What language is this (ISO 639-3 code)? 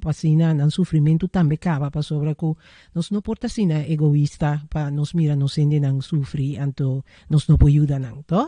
pap